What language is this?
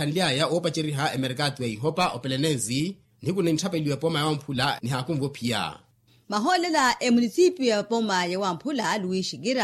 Makhuwa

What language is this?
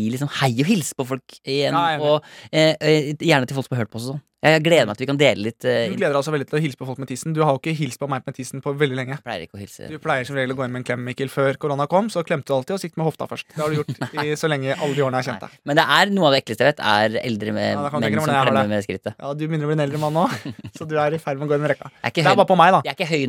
Norwegian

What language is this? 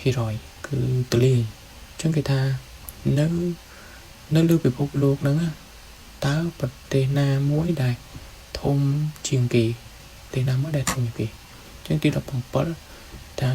Khmer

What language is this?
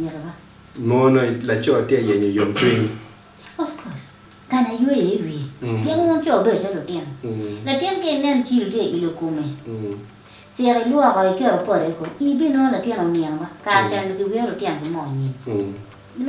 Acoli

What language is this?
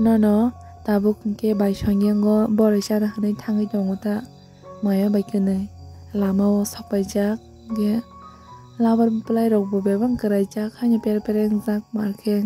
Kok Borok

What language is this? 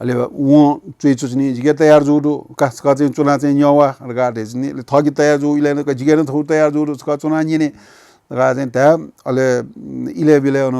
Newari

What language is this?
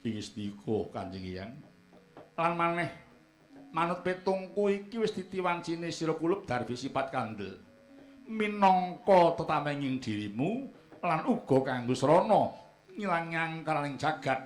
Javanese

